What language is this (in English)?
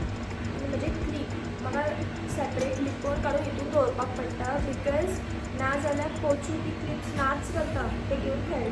Konkani